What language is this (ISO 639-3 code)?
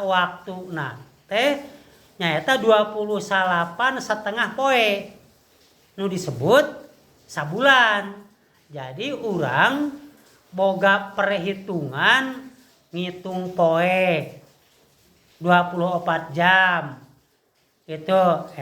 sun